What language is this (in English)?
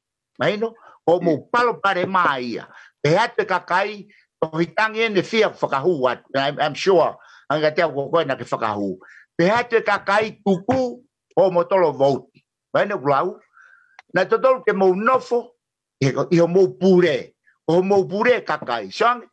Tongan